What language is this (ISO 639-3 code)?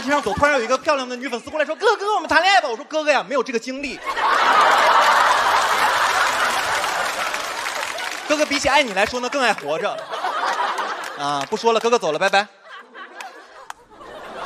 zho